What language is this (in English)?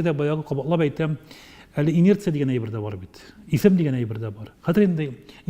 Tatar